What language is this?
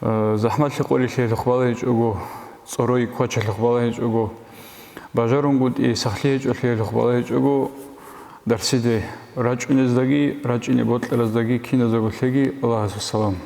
Avaric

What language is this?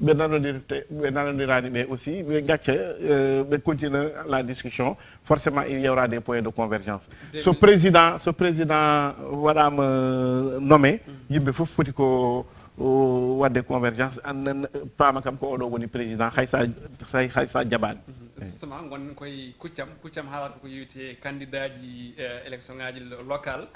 Fula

